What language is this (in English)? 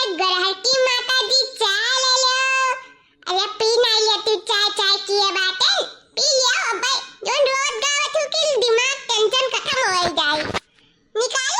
Awadhi